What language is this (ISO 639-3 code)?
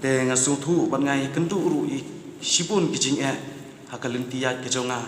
kha